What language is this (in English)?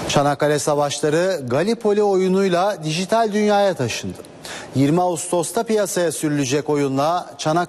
Turkish